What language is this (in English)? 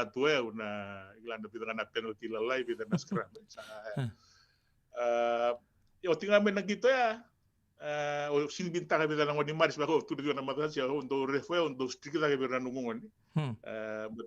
Fijian